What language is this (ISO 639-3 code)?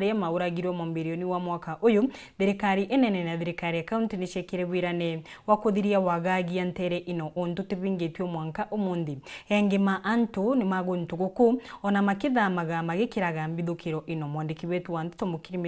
mer